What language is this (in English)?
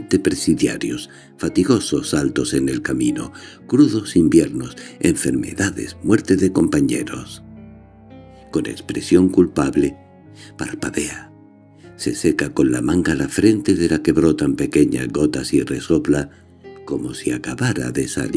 Spanish